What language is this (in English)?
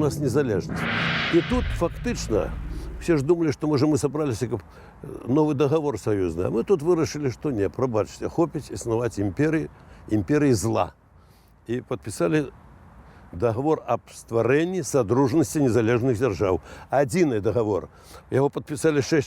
Belarusian